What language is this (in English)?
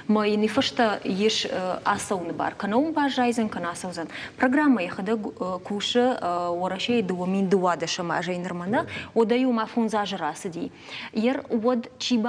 Ossetic